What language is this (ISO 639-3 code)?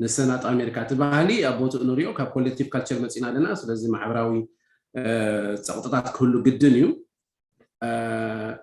tir